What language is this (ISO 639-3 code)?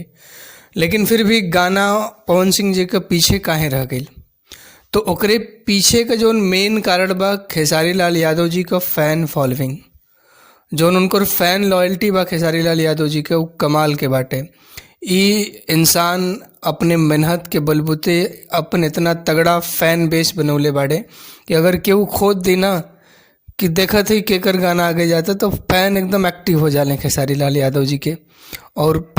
bho